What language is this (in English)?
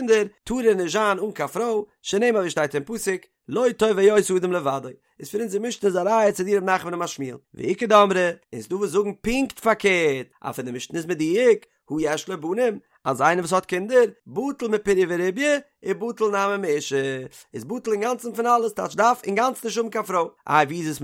Yiddish